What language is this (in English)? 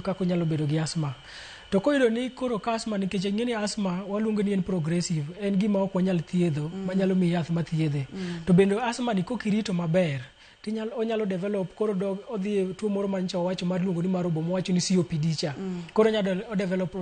Luo (Kenya and Tanzania)